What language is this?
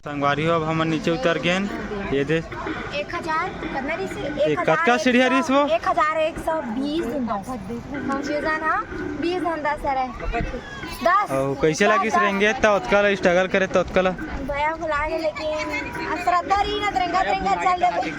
Chhattisgarhi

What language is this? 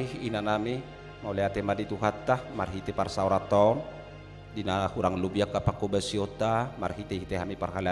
Batak Toba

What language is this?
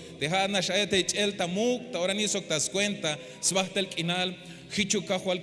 Tzeltal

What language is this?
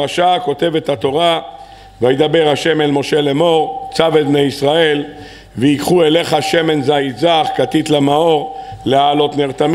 Hebrew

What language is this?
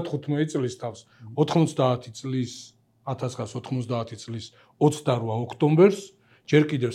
Georgian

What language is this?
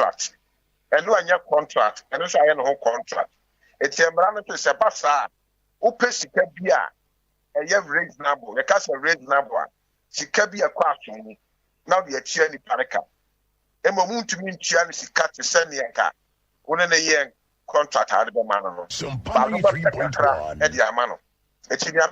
Akan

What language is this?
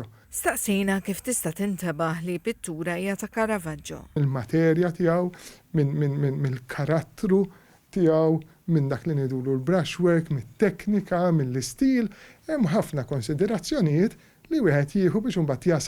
Maltese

